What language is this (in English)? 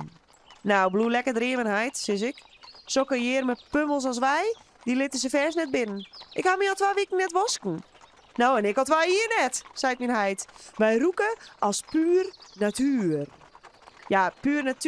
Western Frisian